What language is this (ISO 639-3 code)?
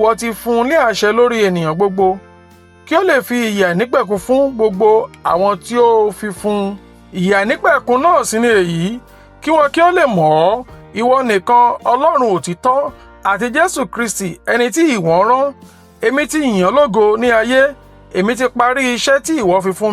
yor